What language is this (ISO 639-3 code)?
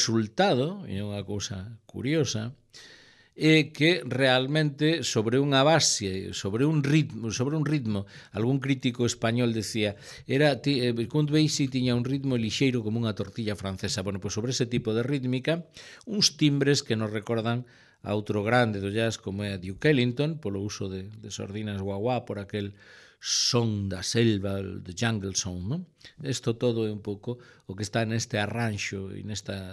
glg